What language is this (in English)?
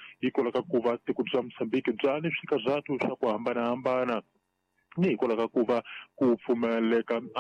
Tsonga